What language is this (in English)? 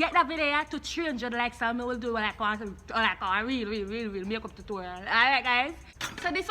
Jamaican Creole English